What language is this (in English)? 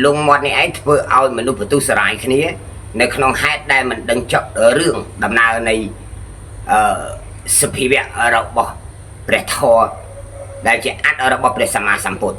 Khmer